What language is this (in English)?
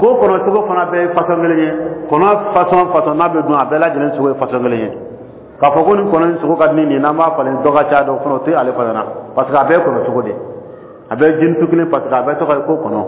Dyula